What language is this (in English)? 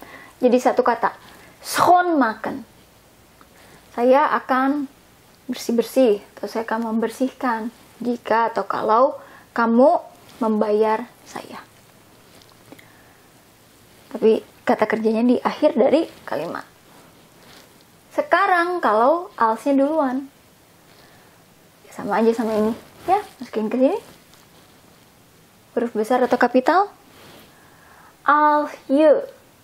Indonesian